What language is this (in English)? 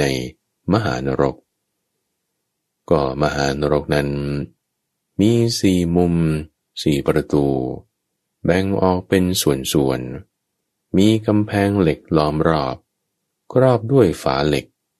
Thai